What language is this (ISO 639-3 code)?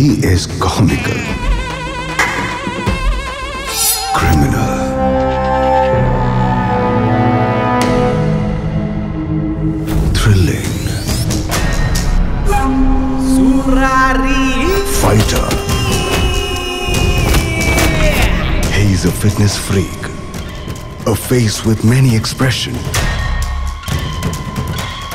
kan